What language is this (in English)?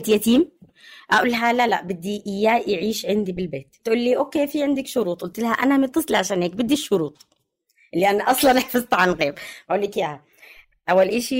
North Levantine Arabic